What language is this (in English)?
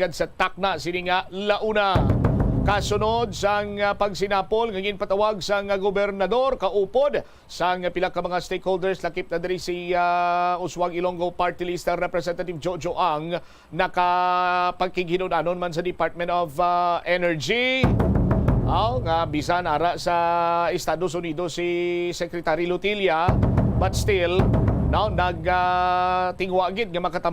Hiligaynon